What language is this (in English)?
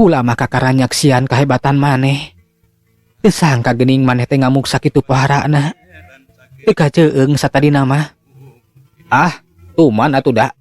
Sundanese